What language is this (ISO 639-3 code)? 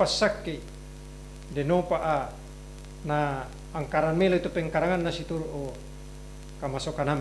sda